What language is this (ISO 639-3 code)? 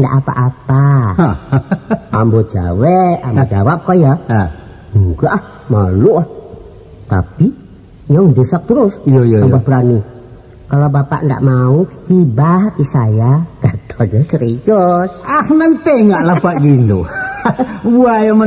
min